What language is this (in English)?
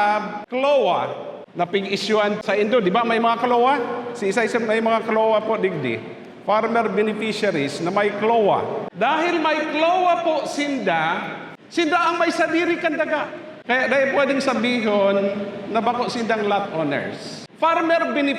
Bikol